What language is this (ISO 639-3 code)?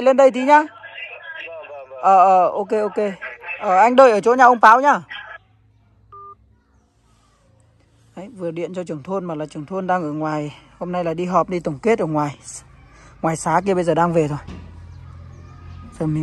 vie